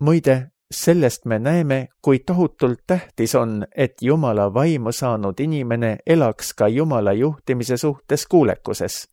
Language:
Estonian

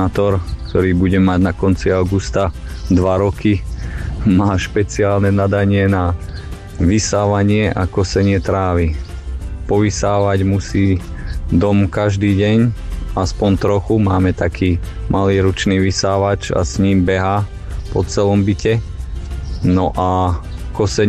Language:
Slovak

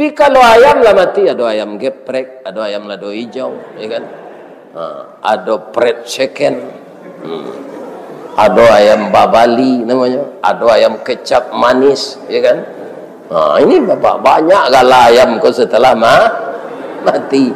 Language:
Minangkabau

